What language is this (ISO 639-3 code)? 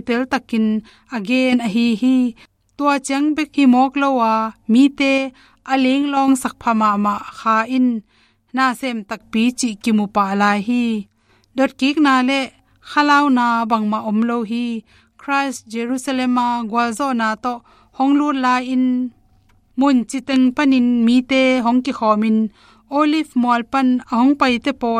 ctd